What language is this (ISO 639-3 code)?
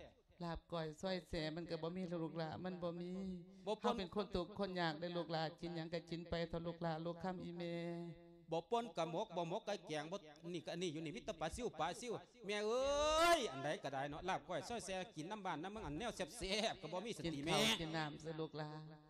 lao